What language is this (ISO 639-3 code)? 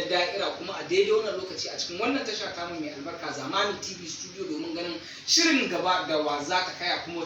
hau